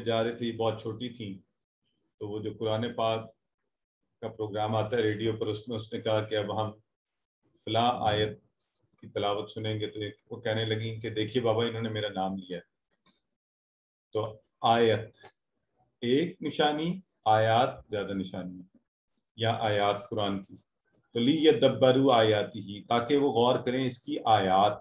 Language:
Urdu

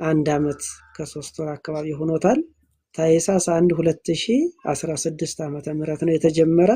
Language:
Amharic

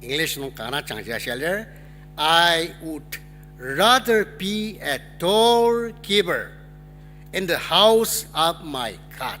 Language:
Ao Naga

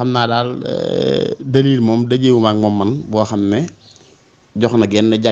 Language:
Wolof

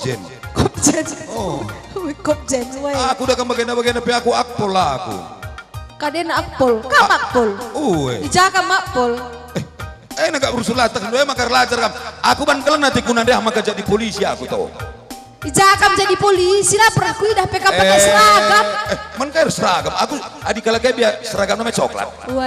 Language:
Batak Karo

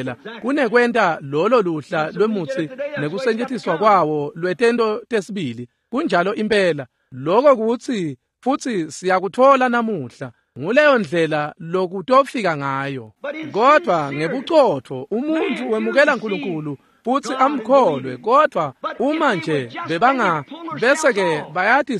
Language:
Swati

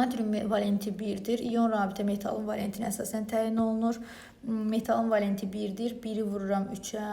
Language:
Azerbaijani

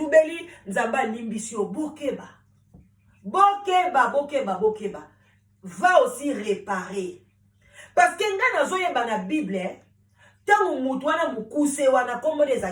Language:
Lingala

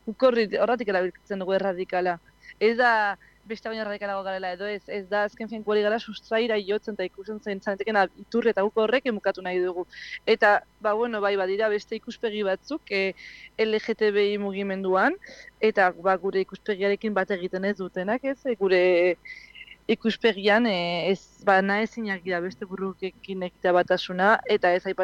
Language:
Basque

